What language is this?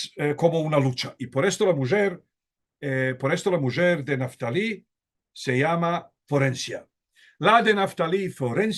Ladino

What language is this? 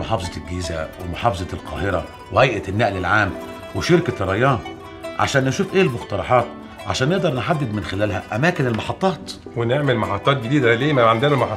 Egyptian Arabic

